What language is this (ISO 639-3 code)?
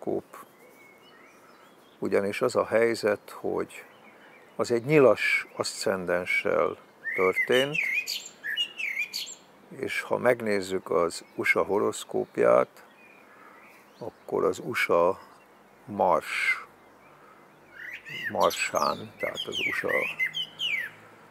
hun